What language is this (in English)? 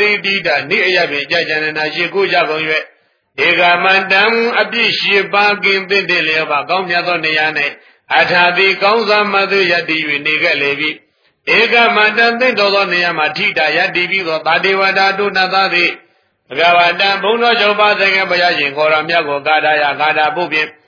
Burmese